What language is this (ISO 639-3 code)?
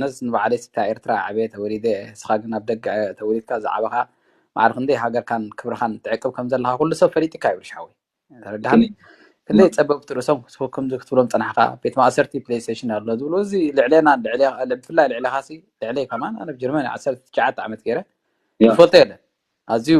tir